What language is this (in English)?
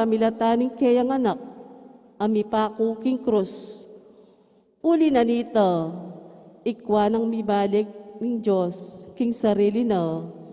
Pampanga